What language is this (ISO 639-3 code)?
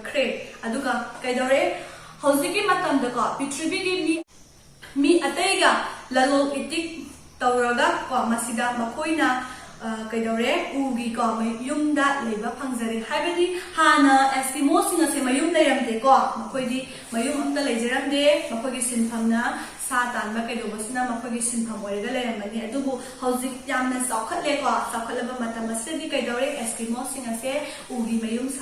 mni